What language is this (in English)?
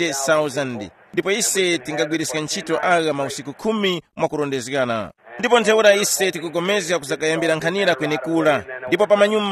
Tumbuka